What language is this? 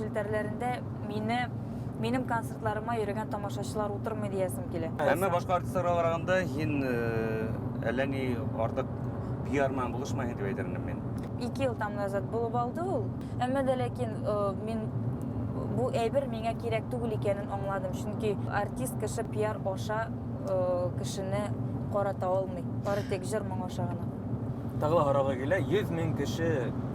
Bashkir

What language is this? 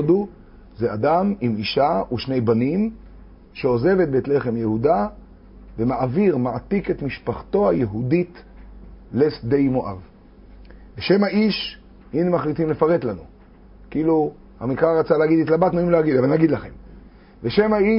Hebrew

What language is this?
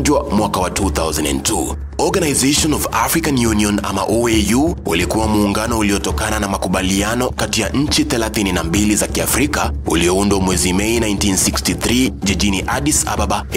Swahili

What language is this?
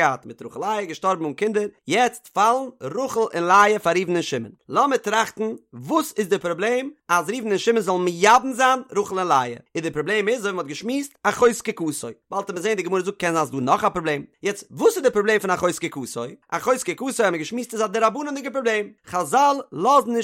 Yiddish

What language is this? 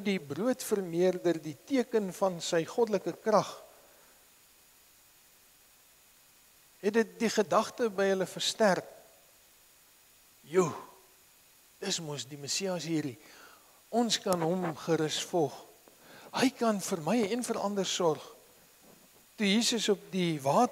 Afrikaans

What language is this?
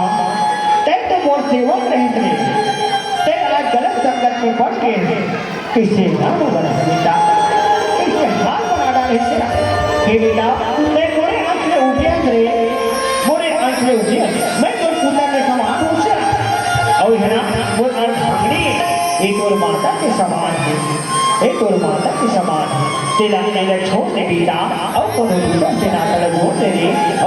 Chhattisgarhi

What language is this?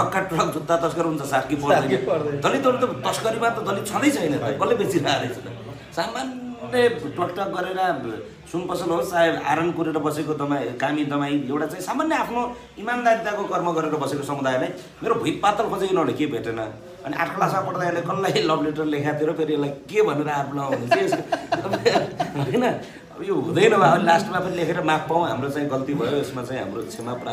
Nepali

